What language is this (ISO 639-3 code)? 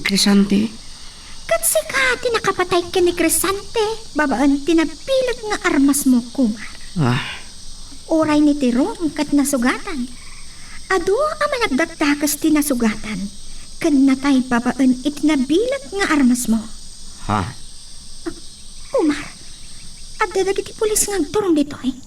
ilo